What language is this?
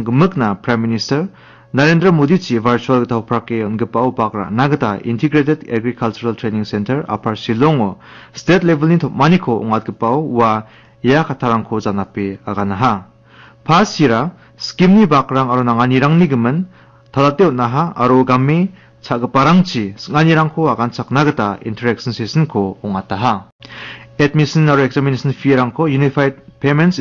Garo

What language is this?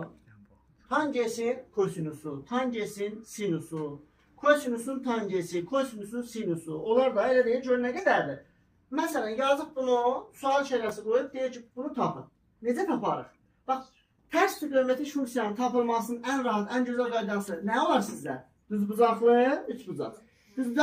Azerbaijani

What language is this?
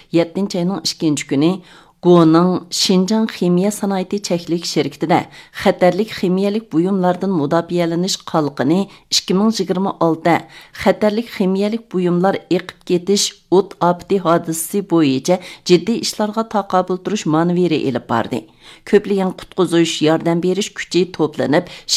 Uyghur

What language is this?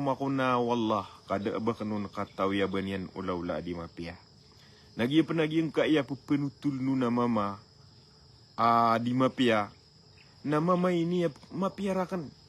Maranao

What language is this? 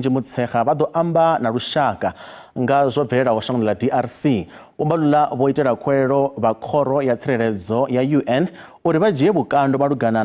Venda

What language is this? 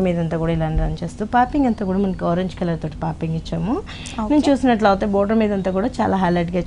Telugu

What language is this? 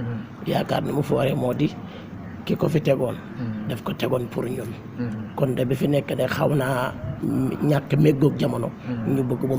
Wolof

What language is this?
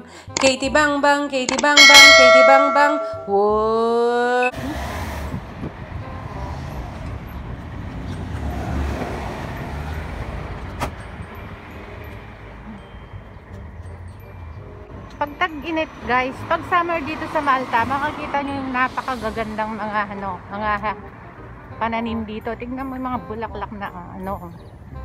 Filipino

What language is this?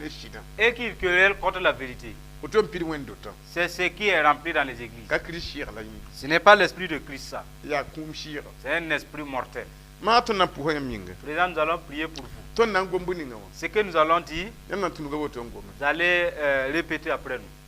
Mossi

